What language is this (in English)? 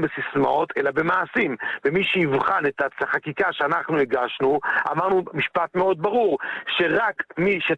Hebrew